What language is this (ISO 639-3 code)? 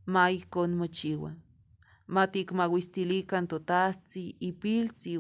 nhe